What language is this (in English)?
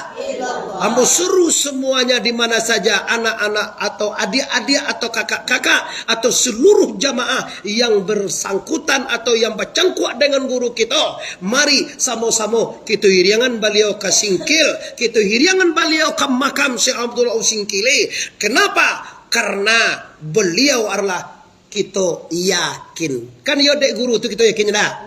Minangkabau